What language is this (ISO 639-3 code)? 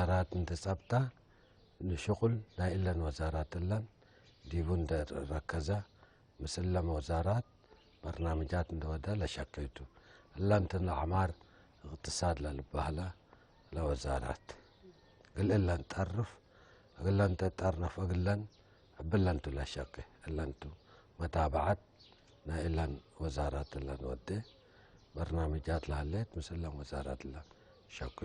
tig